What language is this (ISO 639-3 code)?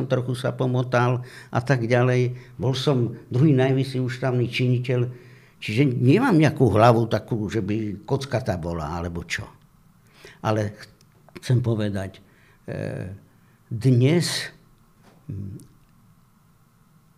slk